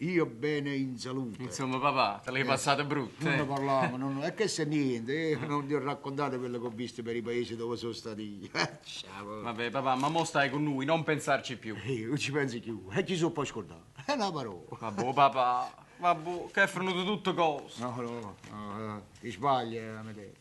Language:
Neapolitan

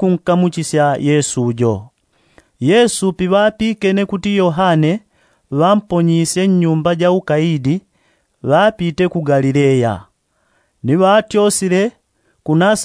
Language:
Yao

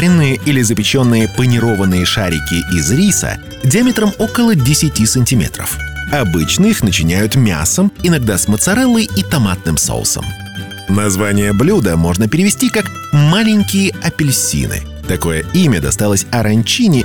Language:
Russian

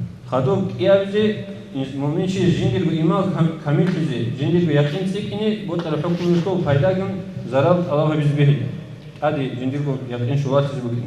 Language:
Avaric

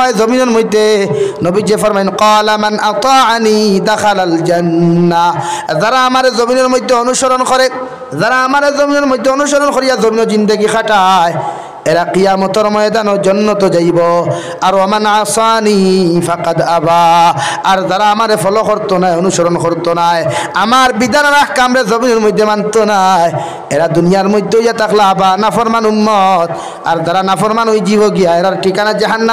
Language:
Sylheti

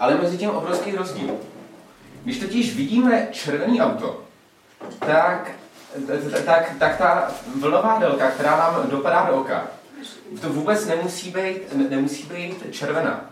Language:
Czech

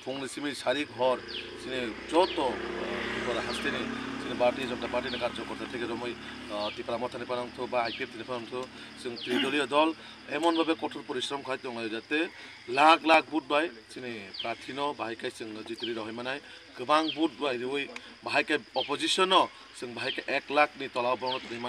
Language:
Kok Borok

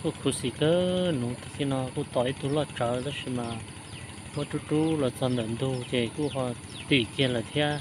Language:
Hmong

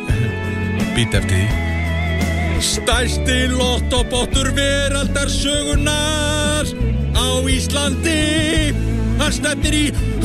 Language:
Icelandic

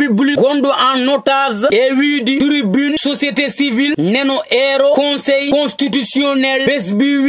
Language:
Fula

